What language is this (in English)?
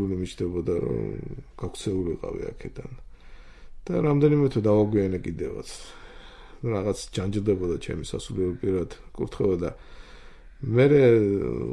Georgian